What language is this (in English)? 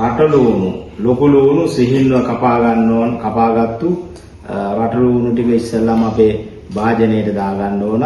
Sinhala